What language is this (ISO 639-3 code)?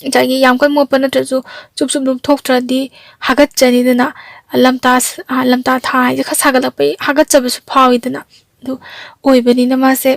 mni